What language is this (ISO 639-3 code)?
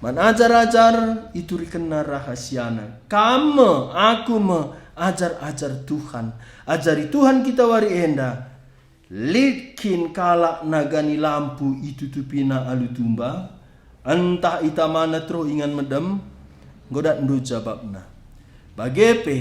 btx